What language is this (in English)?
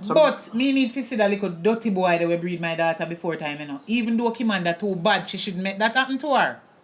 Jamaican Creole English